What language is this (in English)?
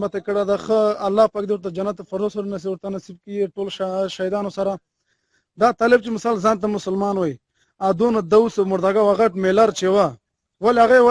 Pashto